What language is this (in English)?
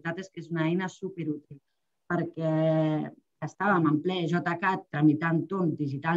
Catalan